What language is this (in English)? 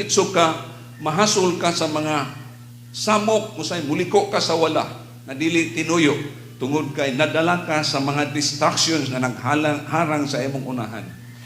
Cebuano